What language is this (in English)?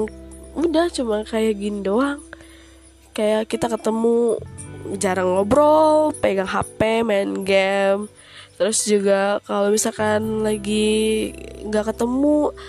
Indonesian